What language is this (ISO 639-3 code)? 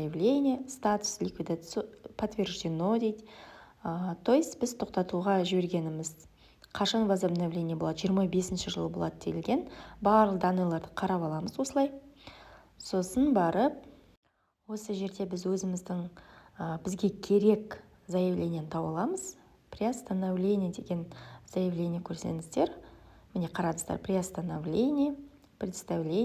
kaz